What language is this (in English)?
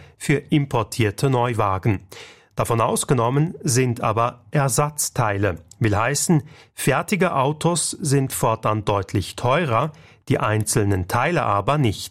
German